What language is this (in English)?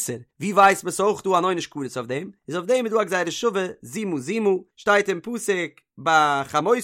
Yiddish